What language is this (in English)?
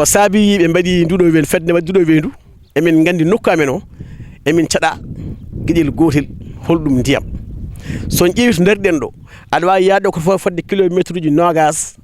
Fula